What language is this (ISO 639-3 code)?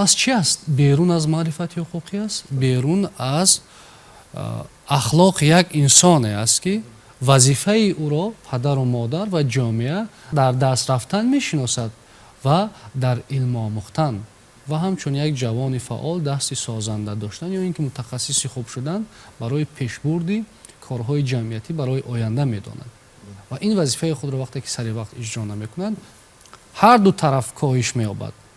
tgk